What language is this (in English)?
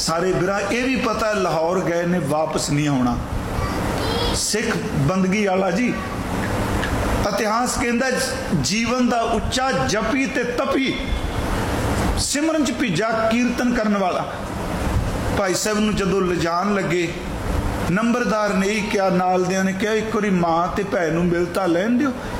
Punjabi